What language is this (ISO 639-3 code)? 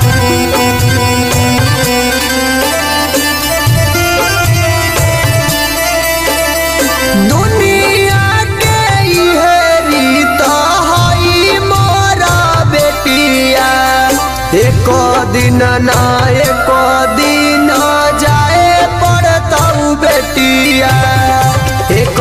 bho